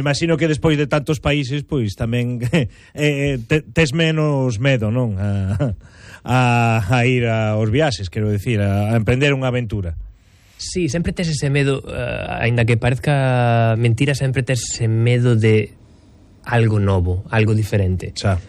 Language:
Galician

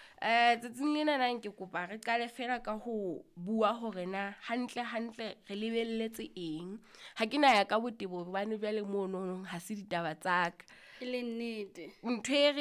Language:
Southern Sotho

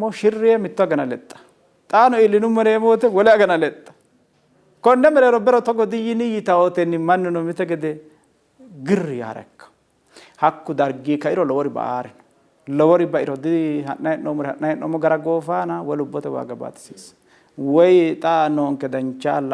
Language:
Sidamo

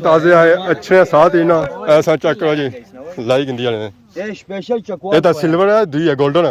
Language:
Pahari-Potwari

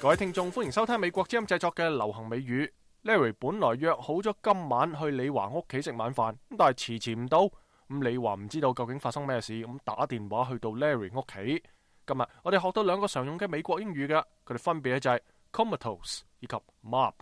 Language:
Cantonese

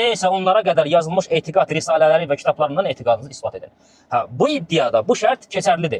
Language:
Azerbaijani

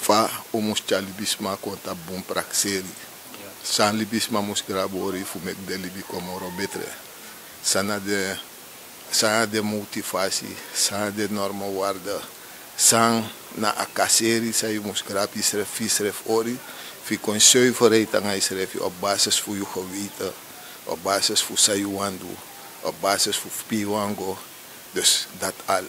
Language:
Sranan Tongo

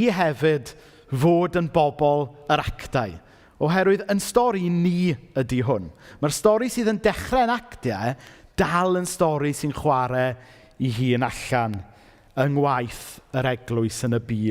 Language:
Welsh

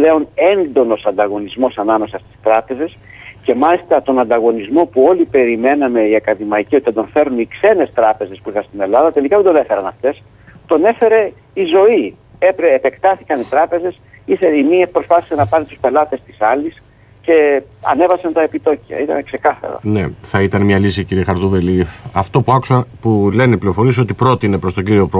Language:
Greek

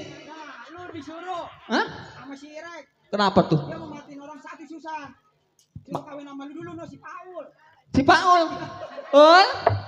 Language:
Betawi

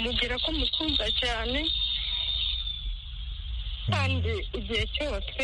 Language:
Kinyarwanda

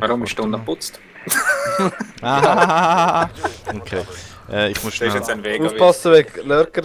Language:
Swiss German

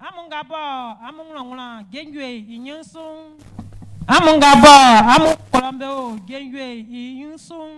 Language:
Baoulé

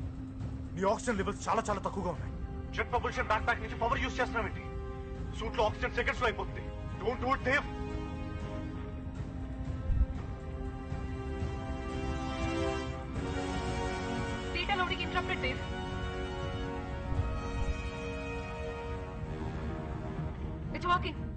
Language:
Telugu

